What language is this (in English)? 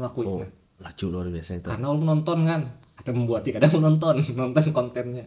Banjar